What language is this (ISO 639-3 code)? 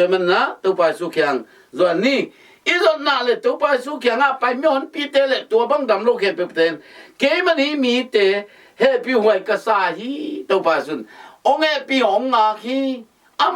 ctd